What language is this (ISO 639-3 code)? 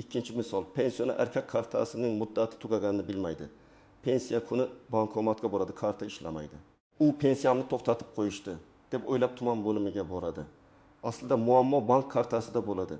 uzb